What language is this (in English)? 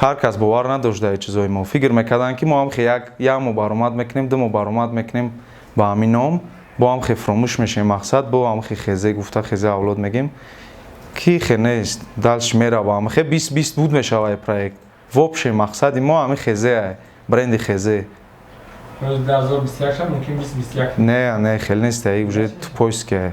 Tajik